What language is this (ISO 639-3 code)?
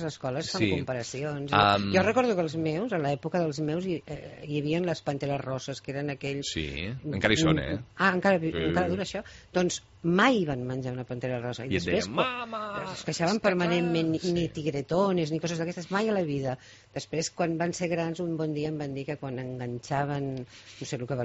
cat